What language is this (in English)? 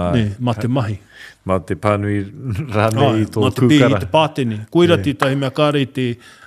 Māori